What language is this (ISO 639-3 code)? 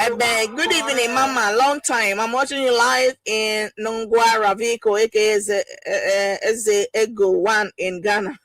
ewe